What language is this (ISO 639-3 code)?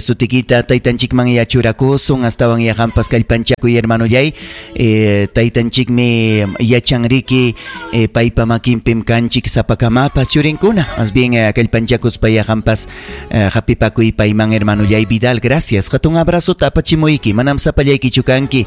quy